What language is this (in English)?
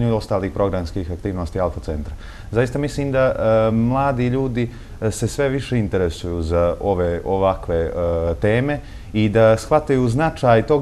Bosnian